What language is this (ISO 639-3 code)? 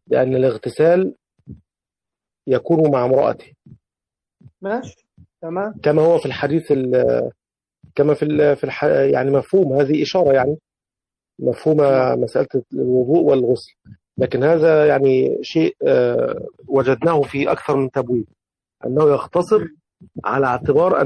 ara